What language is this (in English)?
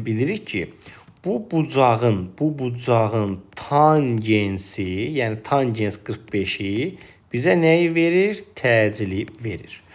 Azerbaijani